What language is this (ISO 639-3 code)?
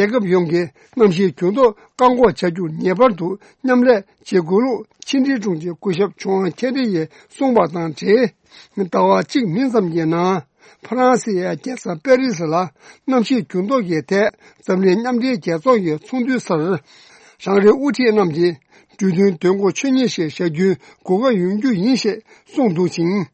bod